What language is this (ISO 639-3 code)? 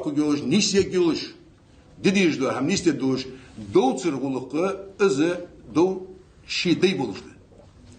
inh